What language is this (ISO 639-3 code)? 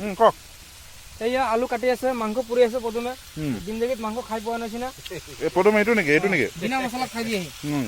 asm